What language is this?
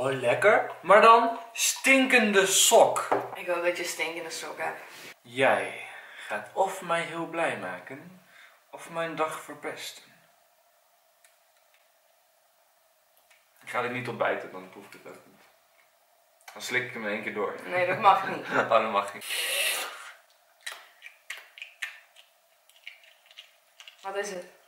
Dutch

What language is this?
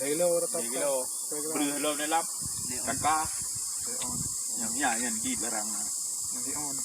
Achinese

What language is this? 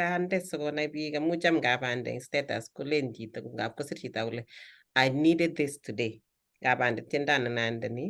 Kalenjin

